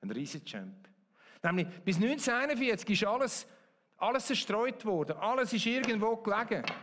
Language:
Swiss German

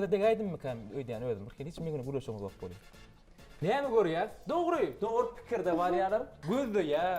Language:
Turkmen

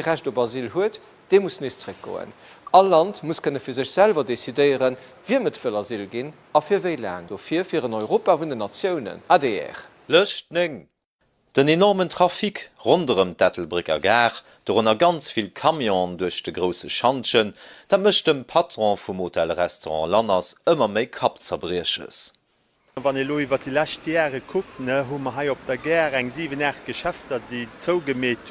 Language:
Luxembourgish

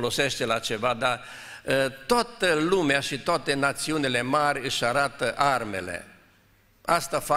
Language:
Romanian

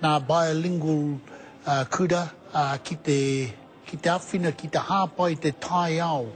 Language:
Māori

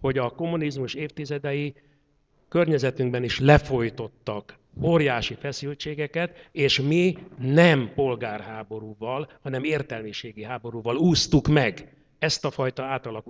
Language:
Hungarian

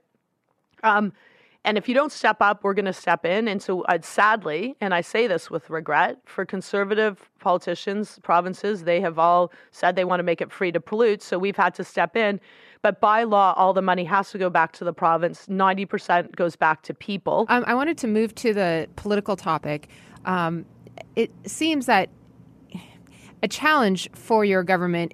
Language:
English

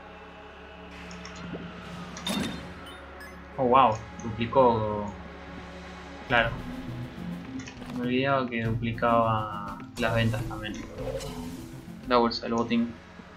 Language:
Spanish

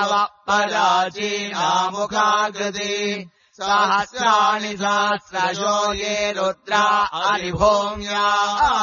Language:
Sanskrit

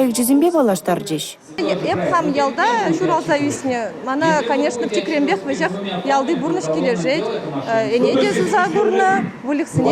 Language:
Chuvash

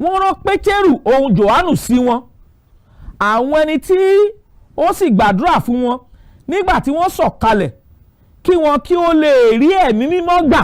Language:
Yoruba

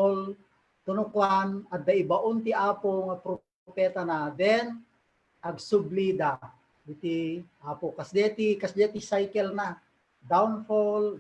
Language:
Iloko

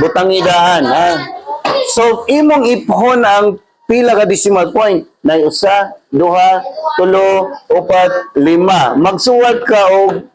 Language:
Cebuano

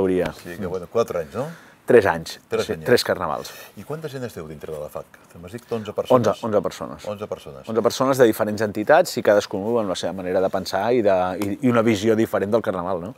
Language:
Catalan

